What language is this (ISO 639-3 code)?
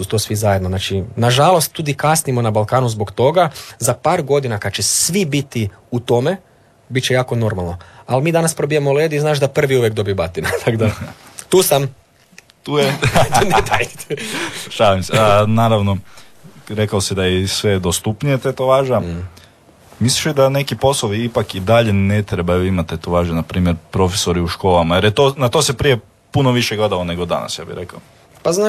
hrv